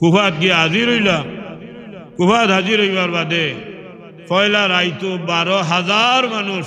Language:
Sylheti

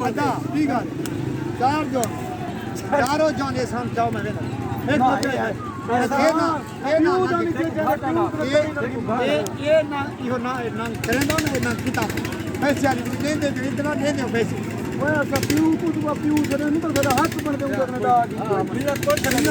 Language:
Saraiki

